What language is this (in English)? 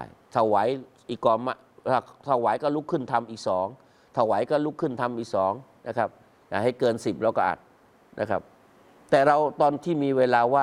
Thai